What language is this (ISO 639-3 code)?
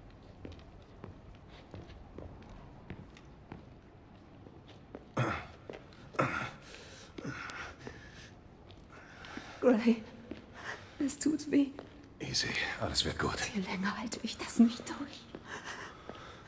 deu